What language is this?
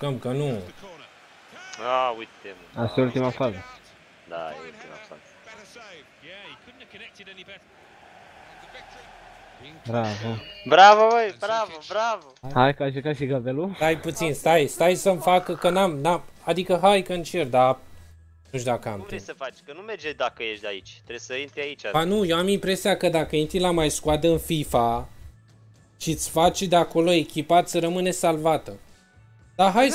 Romanian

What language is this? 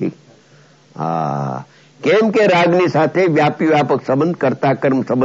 Gujarati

